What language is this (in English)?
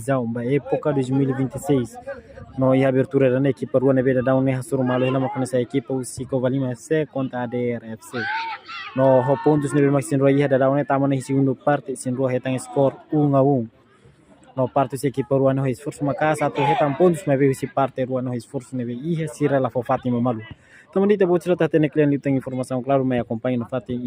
Tetum